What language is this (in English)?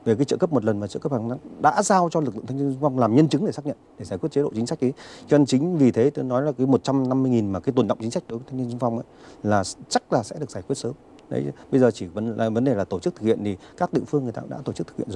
Vietnamese